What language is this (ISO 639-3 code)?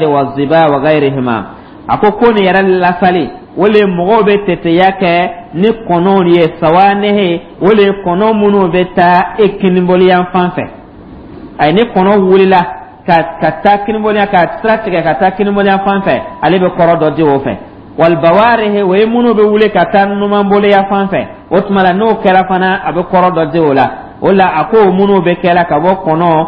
dyu